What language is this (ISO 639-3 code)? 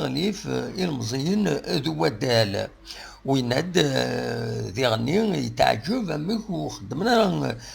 kab